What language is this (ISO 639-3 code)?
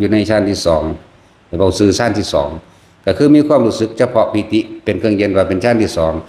tts